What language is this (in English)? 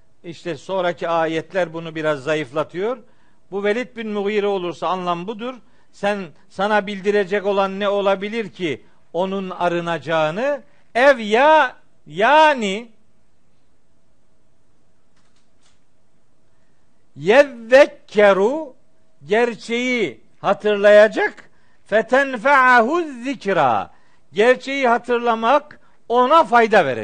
Turkish